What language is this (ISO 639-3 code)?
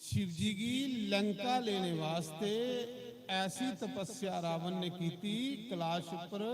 doi